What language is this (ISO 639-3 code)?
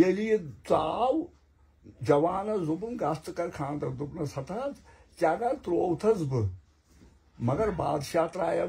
kas